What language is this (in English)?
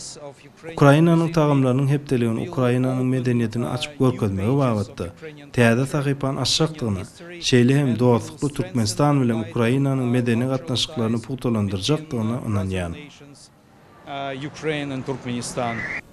Turkmen